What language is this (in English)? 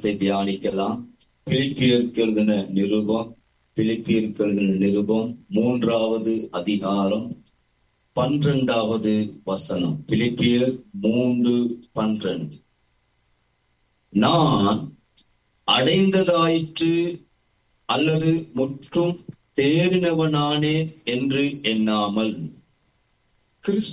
Tamil